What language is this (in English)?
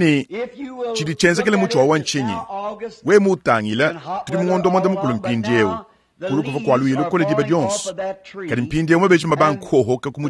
Luba-Lulua